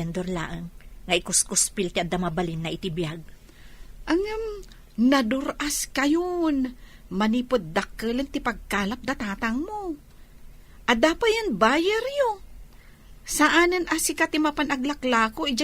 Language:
Iloko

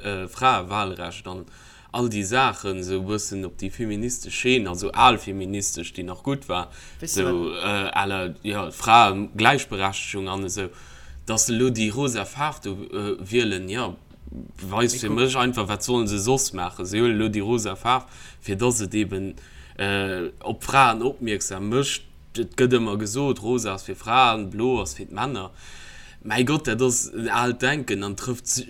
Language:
Luxembourgish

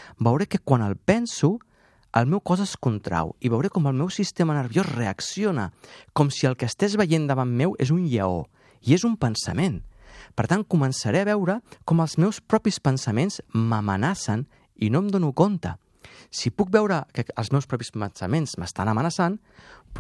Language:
Catalan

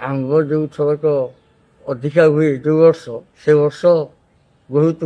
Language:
Odia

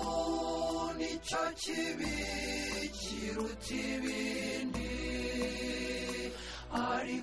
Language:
Kinyarwanda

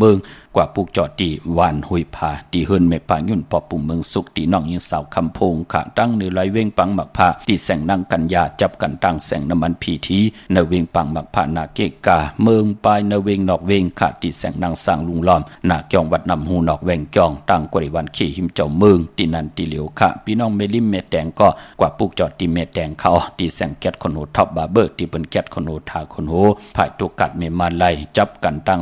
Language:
Shan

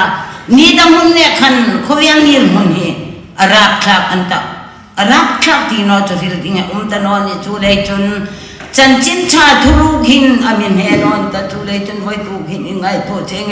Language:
Hmar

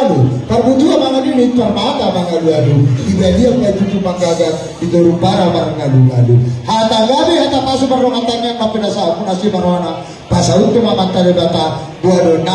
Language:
Batak Toba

